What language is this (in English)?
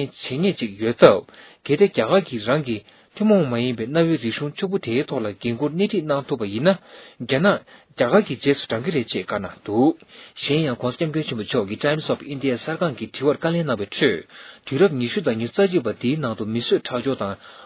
Tibetan